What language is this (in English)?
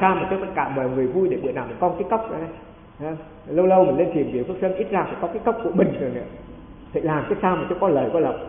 Vietnamese